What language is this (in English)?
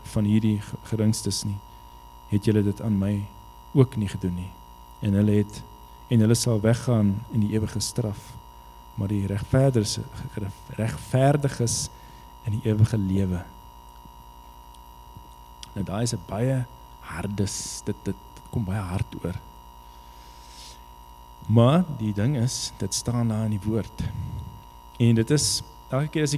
Afrikaans